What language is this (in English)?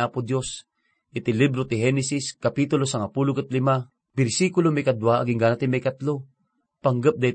Iloko